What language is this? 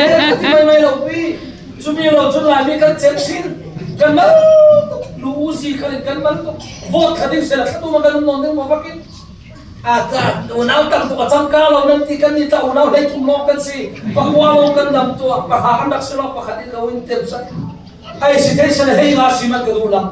Falam Chin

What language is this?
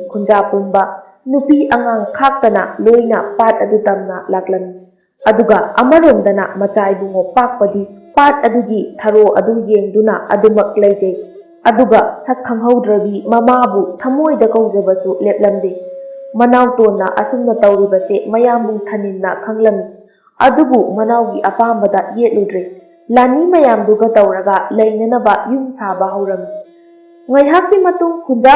Manipuri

